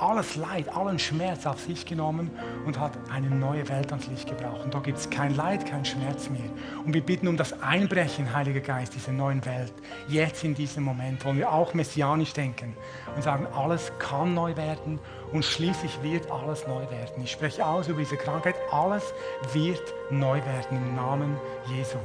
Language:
Swiss German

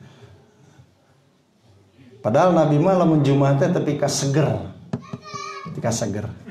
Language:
Sundanese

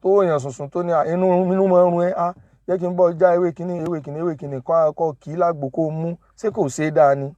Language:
Yoruba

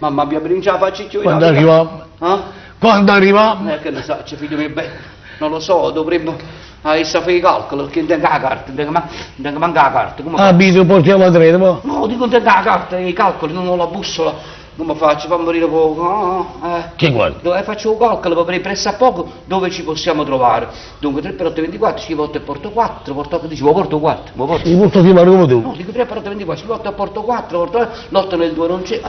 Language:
Neapolitan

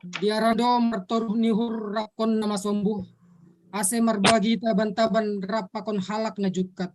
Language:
Batak Simalungun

